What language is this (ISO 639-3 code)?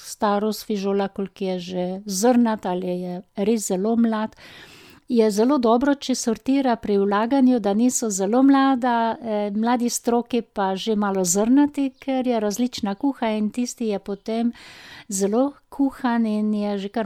slv